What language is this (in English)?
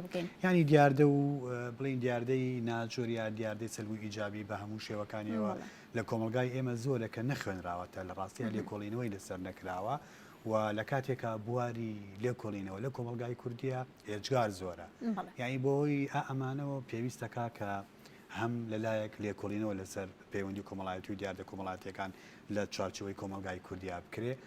Central Kurdish